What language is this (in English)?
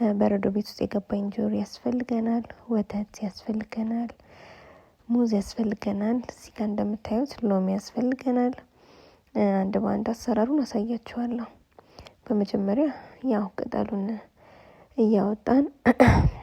Amharic